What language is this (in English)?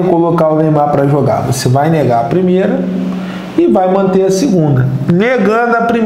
Portuguese